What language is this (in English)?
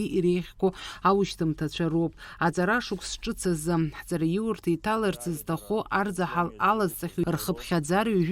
Abkhazian